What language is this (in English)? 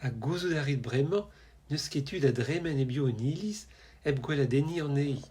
Breton